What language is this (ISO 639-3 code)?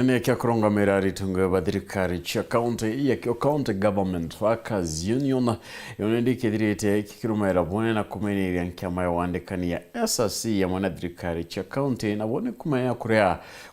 mer